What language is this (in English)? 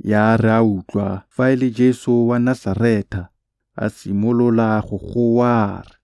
Tswana